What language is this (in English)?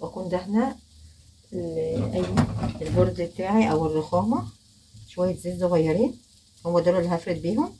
Egyptian Arabic